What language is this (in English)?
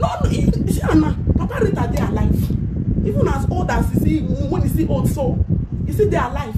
Nigerian Pidgin